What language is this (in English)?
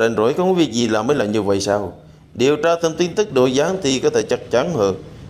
Vietnamese